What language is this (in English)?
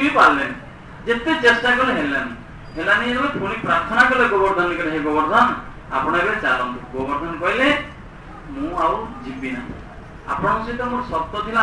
Odia